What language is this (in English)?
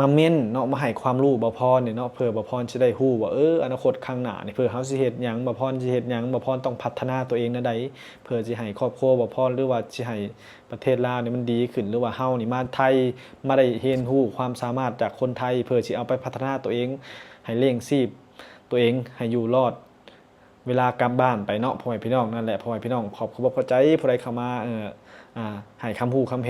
Lao